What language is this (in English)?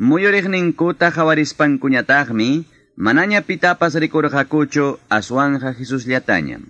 Quechua